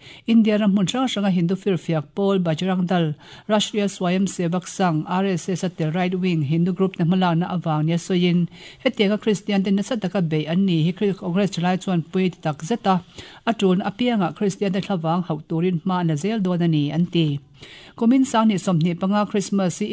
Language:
Mizo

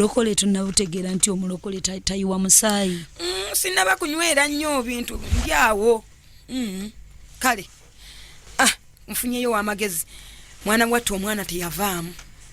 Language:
Ganda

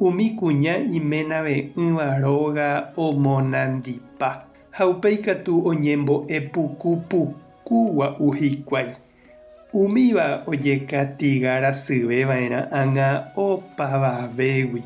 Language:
Guarani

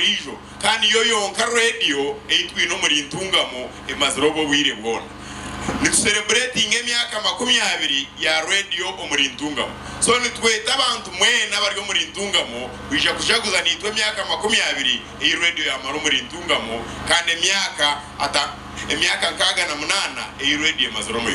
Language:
Nyankole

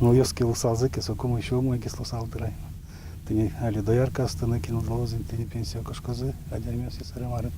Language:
Udmurt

